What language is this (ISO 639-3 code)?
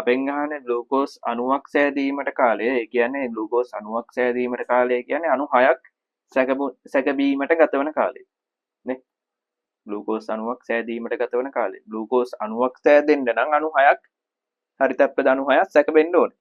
sin